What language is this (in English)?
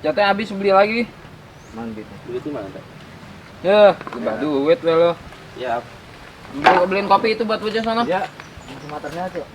Betawi